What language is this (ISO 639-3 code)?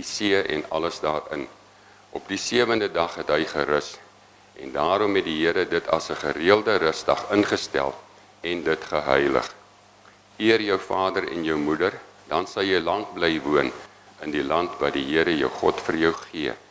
afr